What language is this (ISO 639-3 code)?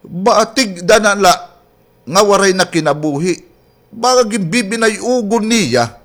war